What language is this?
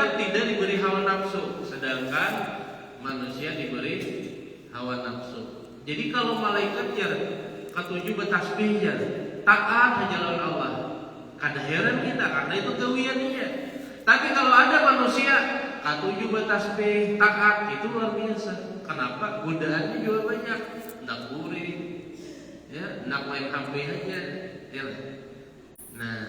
Banjar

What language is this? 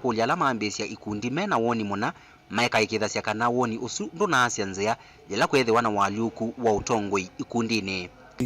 Kamba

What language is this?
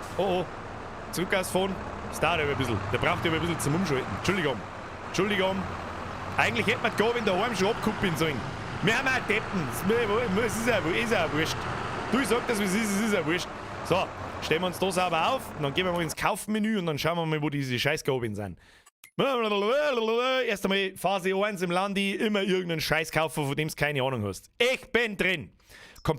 Bavarian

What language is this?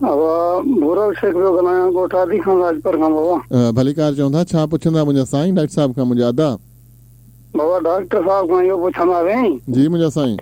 Sindhi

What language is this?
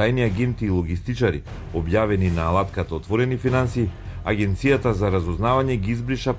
Macedonian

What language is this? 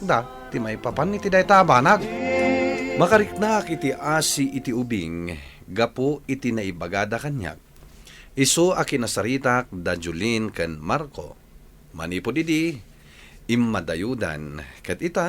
Iloko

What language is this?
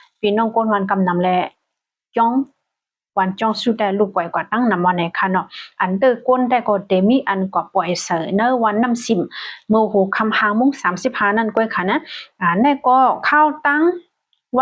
Shan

